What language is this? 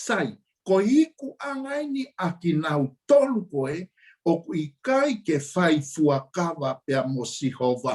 Tongan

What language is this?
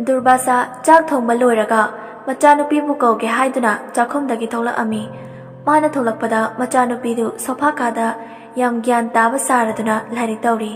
Manipuri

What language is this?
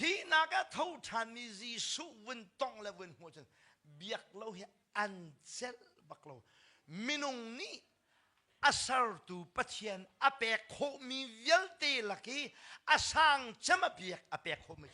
Hakha Chin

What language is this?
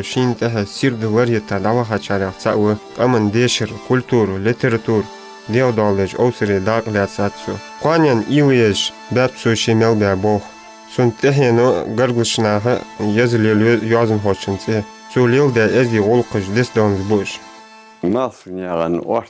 Ingush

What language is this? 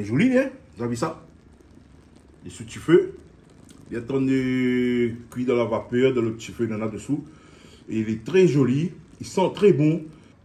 Réunion Creole French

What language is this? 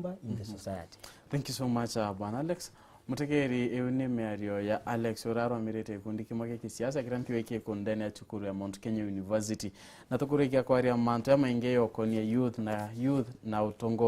Meru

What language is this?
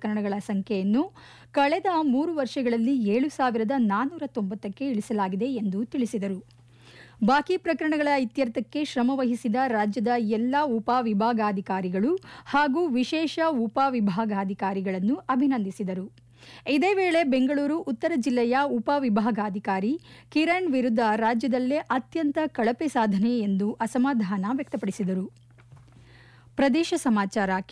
Kannada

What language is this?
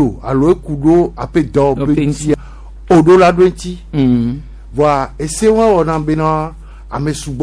Gen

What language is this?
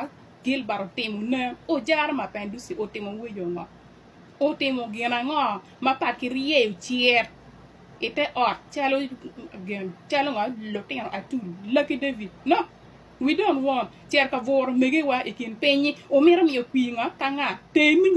Acoli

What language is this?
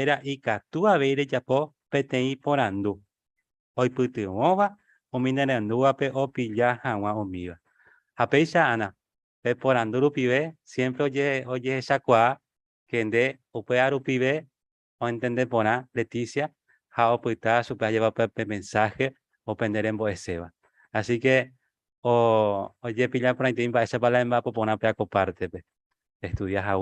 Guarani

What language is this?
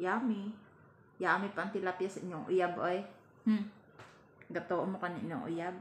Cebuano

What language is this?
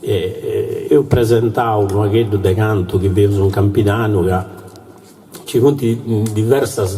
Sardinian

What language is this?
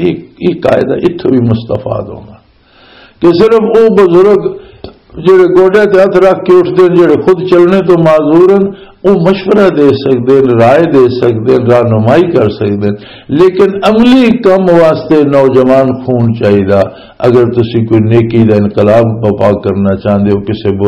Western Panjabi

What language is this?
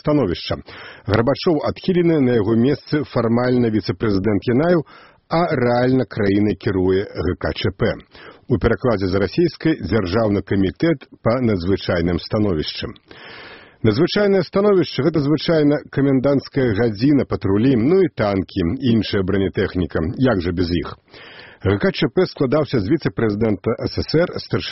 Belarusian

